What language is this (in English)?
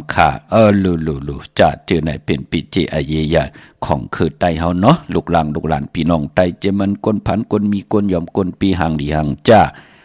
Shan